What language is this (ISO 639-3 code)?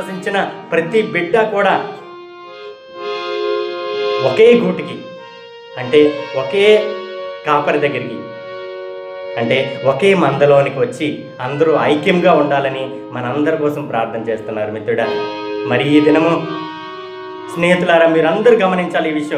tel